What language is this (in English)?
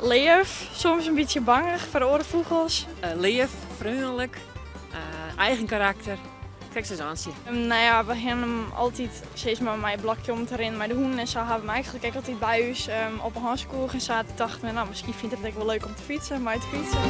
Western Frisian